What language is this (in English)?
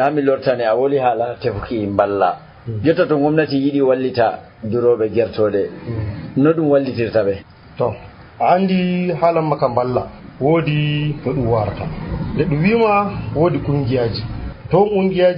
Nigerian Fulfulde